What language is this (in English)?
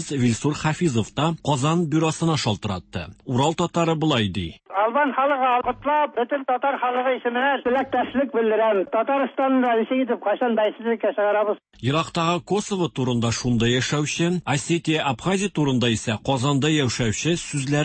Tatar